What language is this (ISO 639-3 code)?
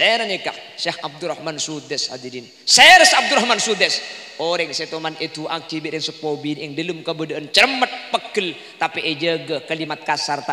mad